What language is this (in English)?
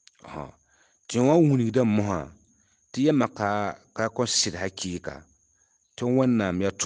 Mossi